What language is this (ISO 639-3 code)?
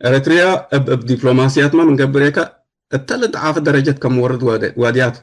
tig